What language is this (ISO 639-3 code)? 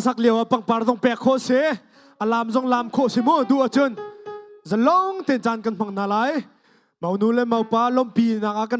cnh